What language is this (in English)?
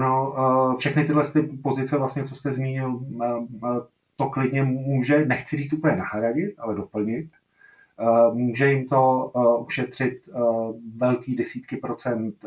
Czech